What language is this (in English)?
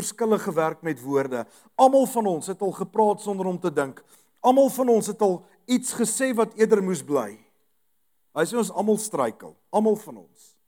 Afrikaans